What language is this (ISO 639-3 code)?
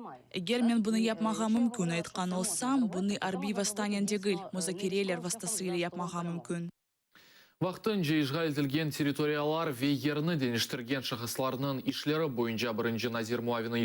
crh